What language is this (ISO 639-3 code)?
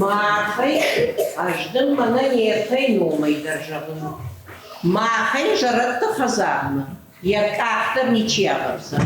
oss